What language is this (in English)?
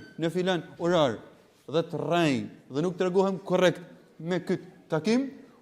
Albanian